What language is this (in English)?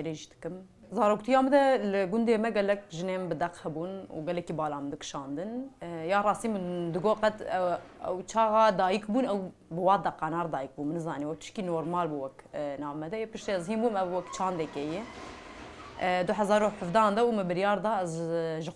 Kurdish